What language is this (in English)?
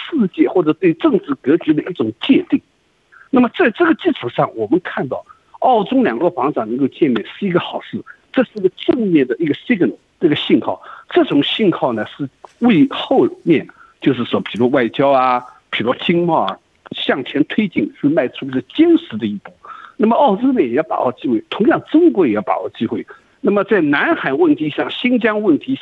Chinese